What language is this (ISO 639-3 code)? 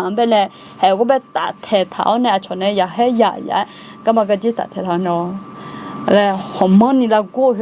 ahk